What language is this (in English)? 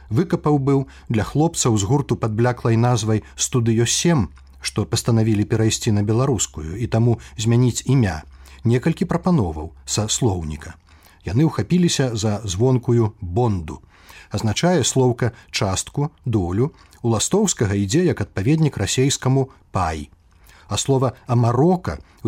Belarusian